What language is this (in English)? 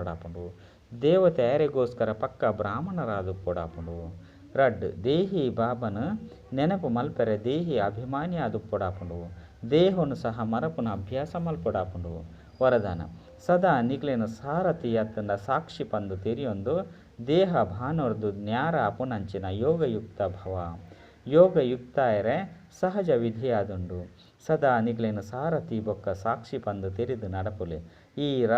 Tulu